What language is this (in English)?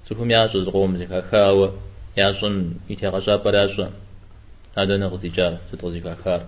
Kabardian